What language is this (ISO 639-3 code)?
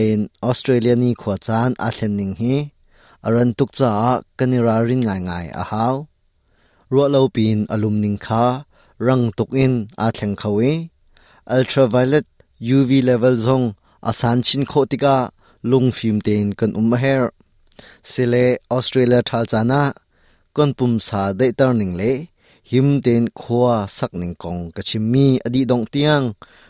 cnh